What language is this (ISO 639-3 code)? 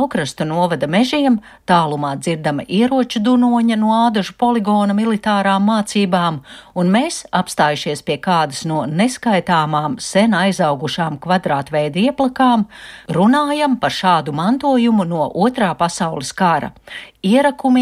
lav